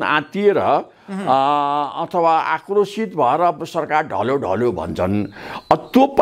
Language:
Nepali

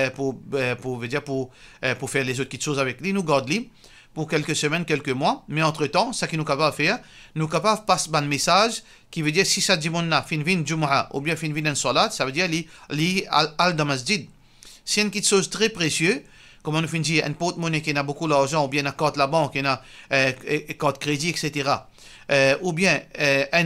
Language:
Morisyen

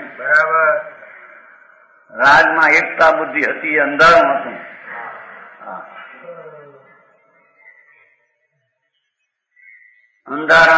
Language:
Gujarati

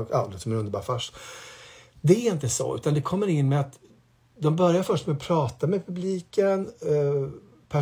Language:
Swedish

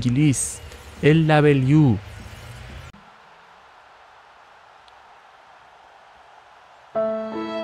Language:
Persian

